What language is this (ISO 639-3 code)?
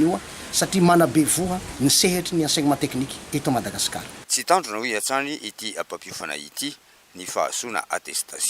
mlg